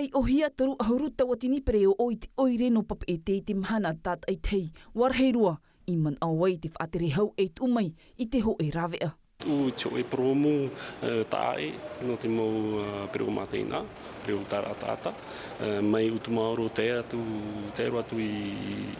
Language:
Tahitian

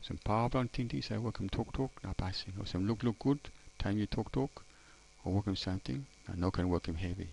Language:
Tok Pisin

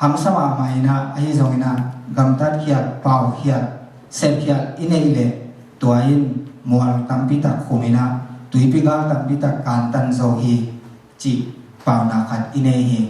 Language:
Tedim Chin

